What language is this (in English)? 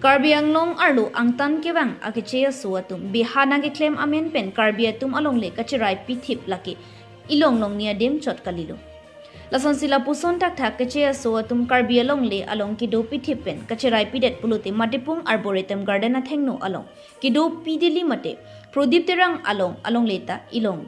Karbi